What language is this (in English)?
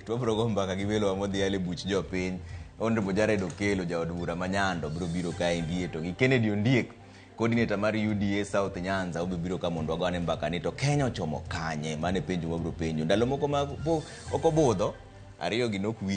Luo (Kenya and Tanzania)